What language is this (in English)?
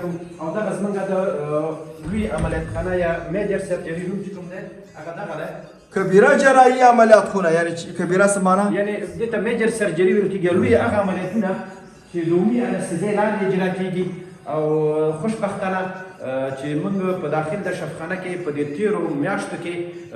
Pashto